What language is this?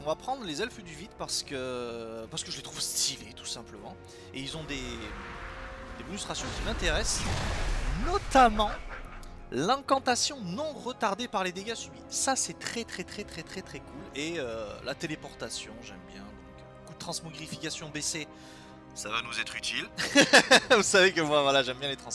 French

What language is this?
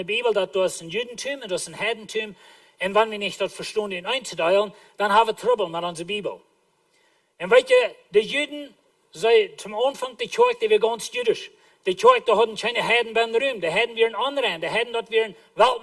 Plautdietsch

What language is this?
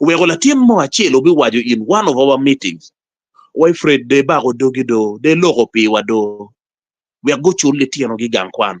Acoli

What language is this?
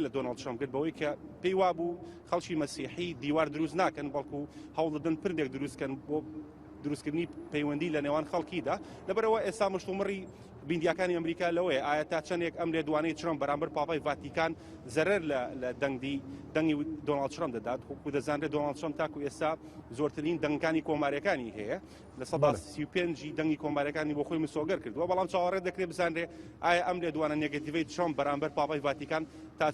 Central Kurdish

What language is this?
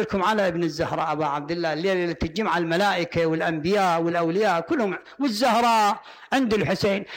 Mesopotamian Arabic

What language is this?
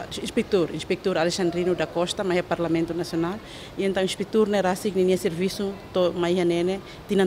Tetum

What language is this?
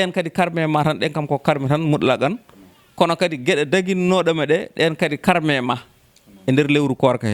Fula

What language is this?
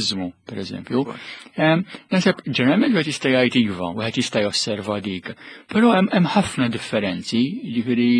Maltese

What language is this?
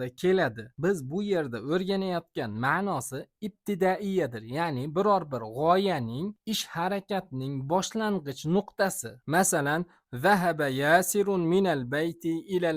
Uzbek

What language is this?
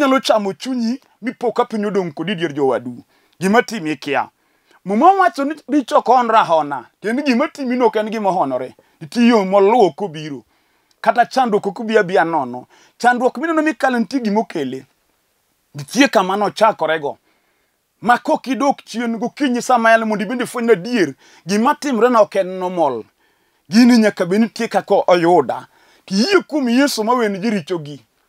Luo (Kenya and Tanzania)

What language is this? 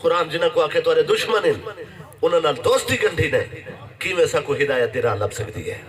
Saraiki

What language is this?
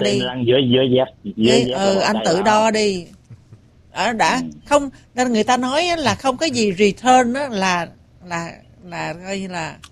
Vietnamese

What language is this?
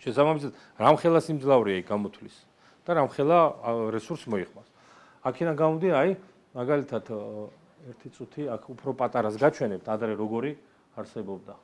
Georgian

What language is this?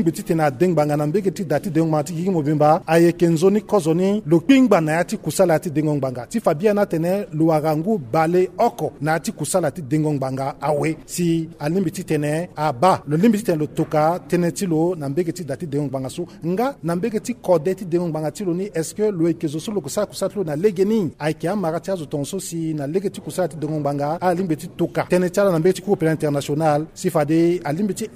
Sango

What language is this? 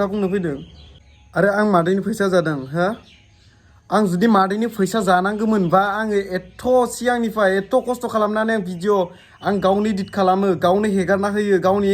Bodo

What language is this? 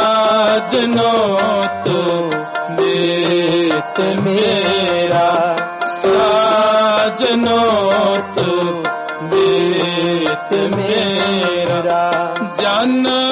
Hindi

